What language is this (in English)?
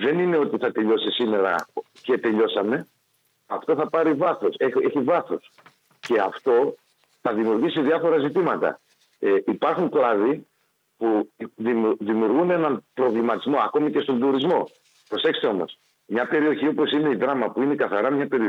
Greek